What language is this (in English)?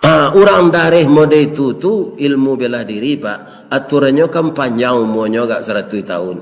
Minangkabau